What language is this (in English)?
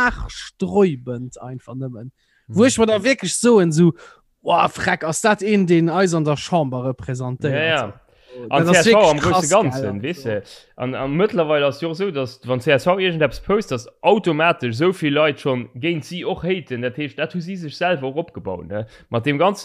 Luxembourgish